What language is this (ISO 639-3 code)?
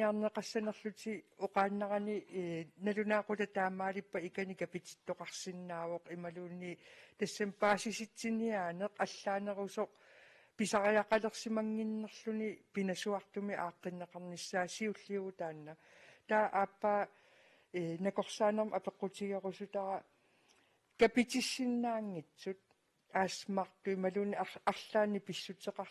kal